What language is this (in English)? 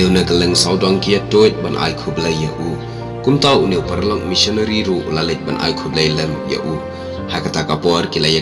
Khasi